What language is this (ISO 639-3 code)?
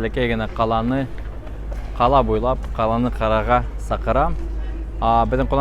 bak